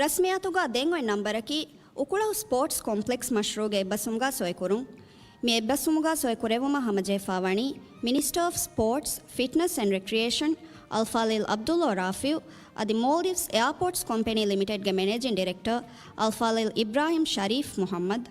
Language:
Divehi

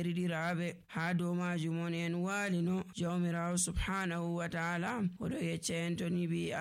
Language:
Nigerian Fulfulde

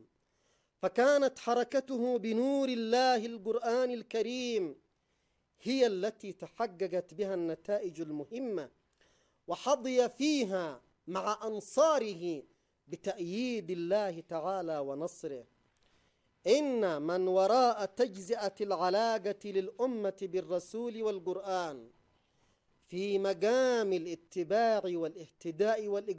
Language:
Arabic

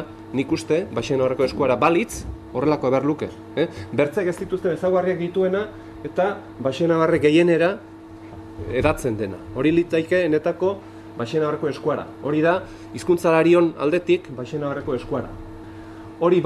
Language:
Basque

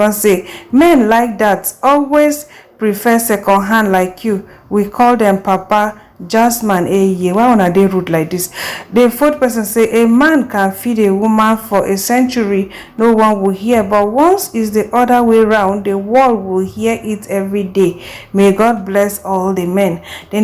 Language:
Nigerian Pidgin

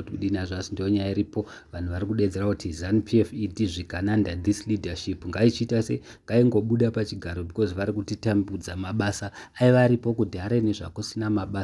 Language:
Shona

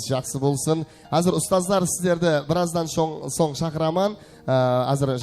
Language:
Kara-Kalpak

